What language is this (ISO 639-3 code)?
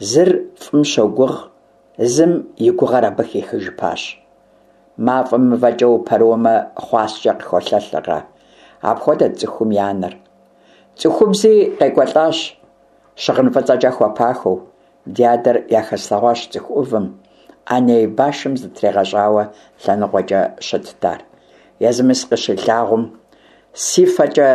kbd